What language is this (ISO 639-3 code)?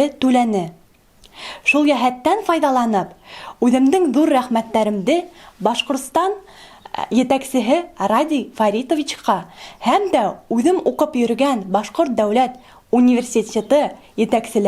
bak